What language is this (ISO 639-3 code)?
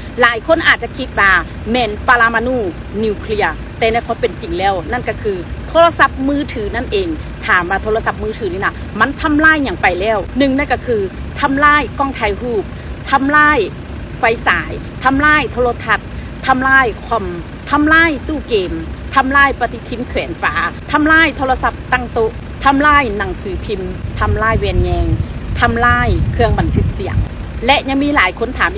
tts